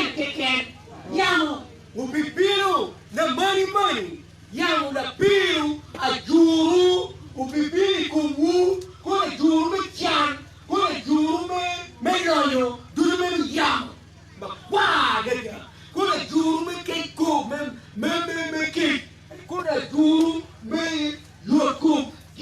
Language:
Acoli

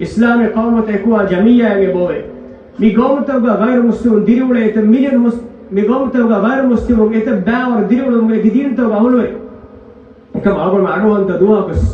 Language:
Divehi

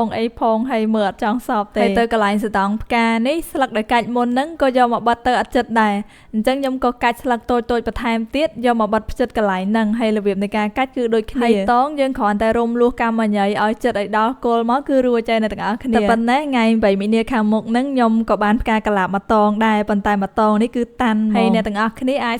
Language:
Khmer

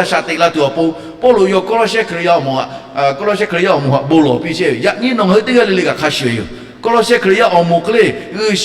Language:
Lahu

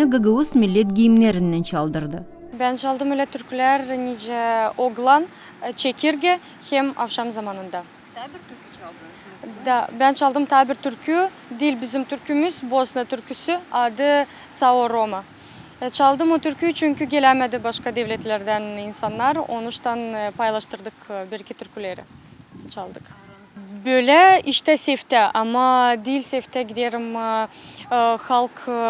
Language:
Gagauz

